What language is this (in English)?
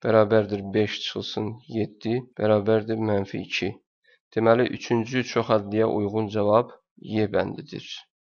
Azerbaijani